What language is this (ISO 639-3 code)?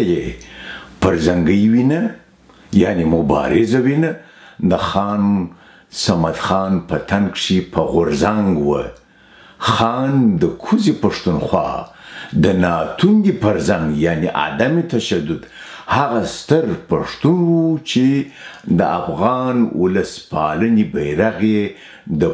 pus